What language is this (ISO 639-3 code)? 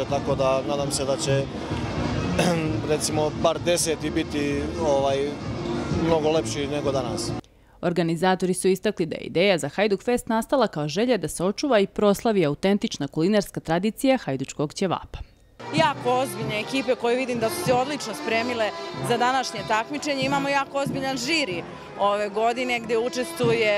srp